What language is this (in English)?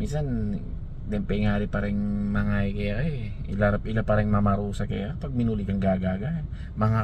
Pampanga